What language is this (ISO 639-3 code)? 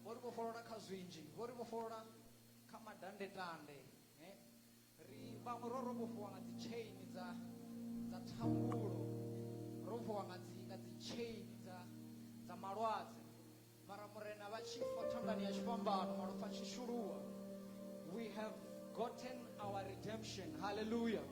ven